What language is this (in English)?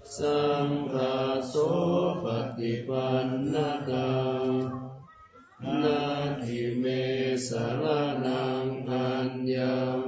Pali